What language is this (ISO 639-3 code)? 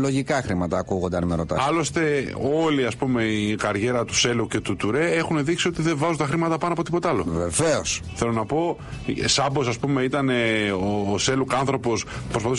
ell